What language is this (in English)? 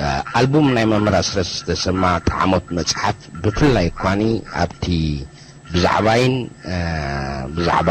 Tigrinya